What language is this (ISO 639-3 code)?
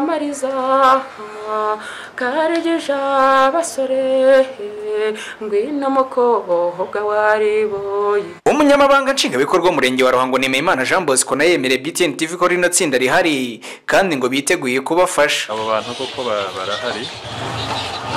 kin